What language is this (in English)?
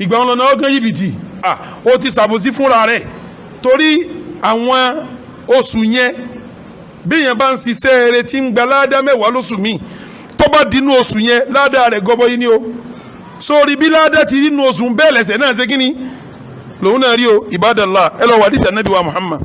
Yoruba